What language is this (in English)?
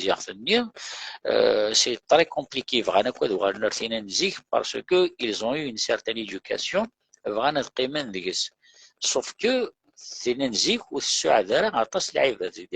Kabyle